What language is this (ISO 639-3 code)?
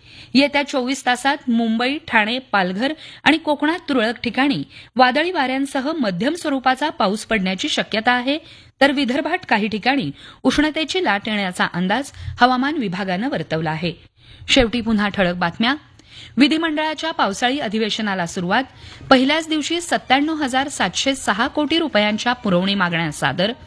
mar